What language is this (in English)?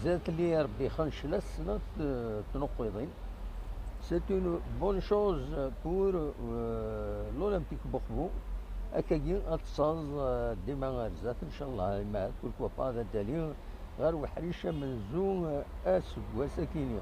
Kabyle